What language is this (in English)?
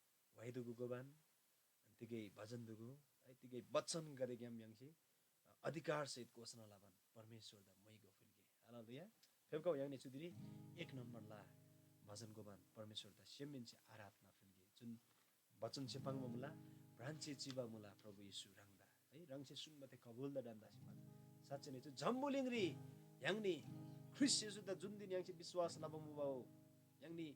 Eastern Tamang